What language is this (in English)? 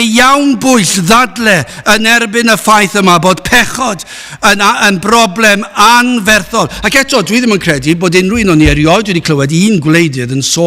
Welsh